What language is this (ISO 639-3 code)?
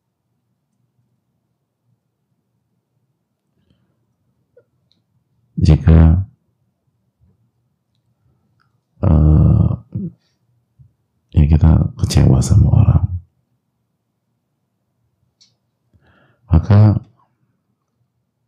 ind